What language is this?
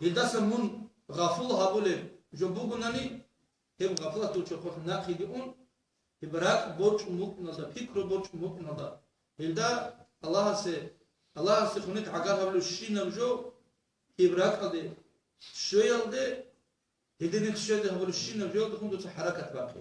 Avaric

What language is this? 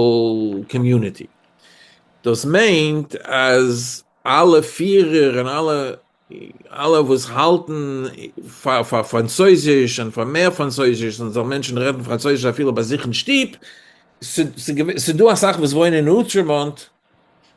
Yiddish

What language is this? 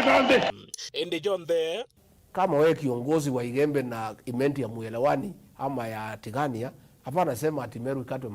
Meru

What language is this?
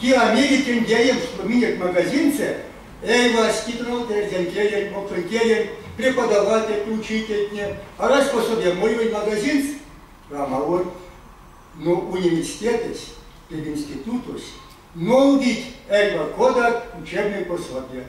Erzya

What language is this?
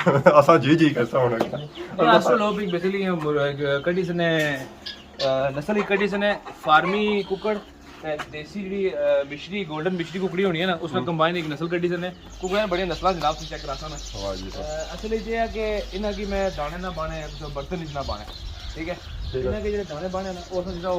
Pahari-Potwari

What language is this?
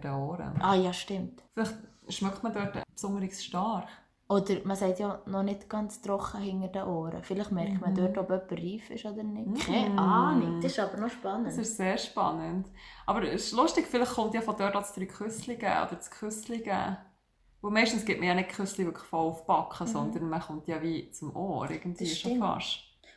Swiss German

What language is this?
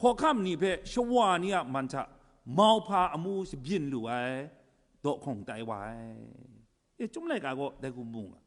Kachin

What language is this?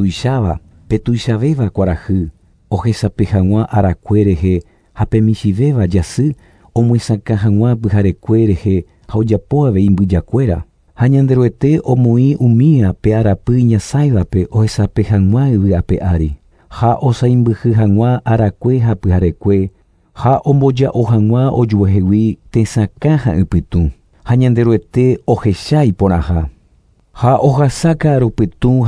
Guarani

